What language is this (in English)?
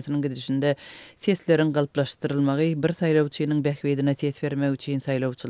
Turkmen